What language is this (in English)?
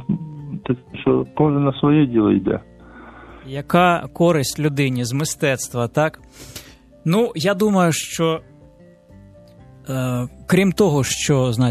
Ukrainian